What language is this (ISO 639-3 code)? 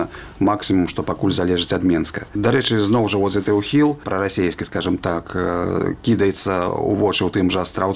bel